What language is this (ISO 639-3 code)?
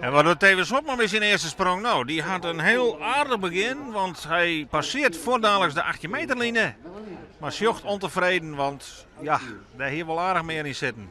fry